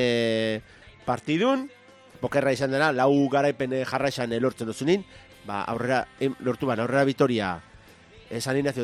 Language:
Basque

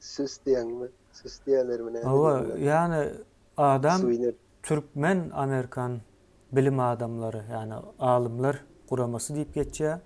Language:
Turkmen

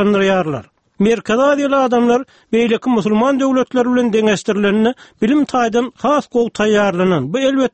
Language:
Turkmen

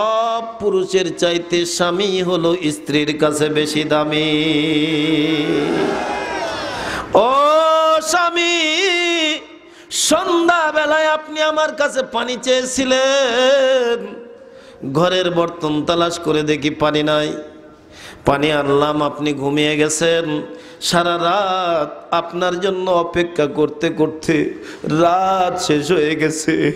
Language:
Bangla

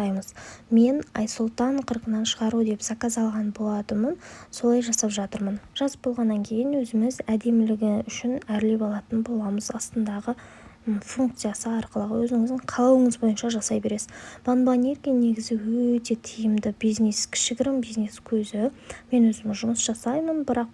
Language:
Kazakh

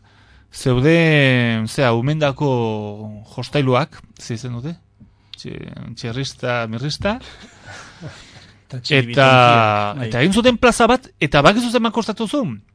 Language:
Basque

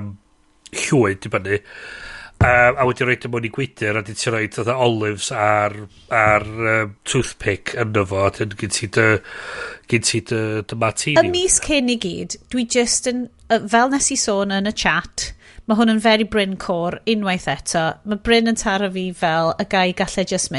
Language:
Welsh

